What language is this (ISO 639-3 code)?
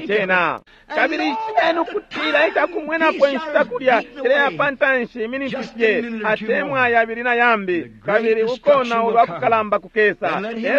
bem